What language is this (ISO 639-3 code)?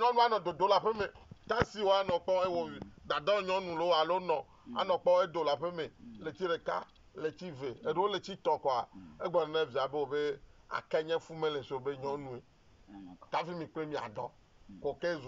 ewe